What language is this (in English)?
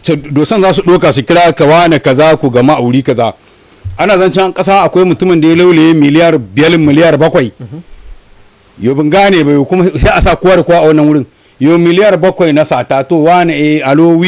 Hausa